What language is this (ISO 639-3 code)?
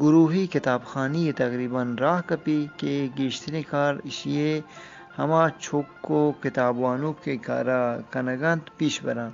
bgp